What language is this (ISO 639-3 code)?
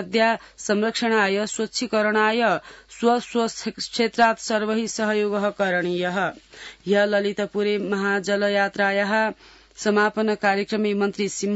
san